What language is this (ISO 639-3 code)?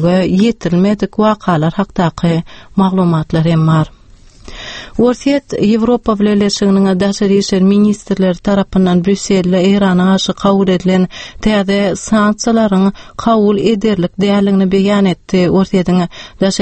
tuk